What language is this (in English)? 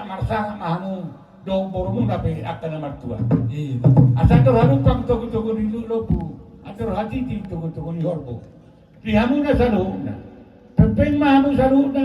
Batak Toba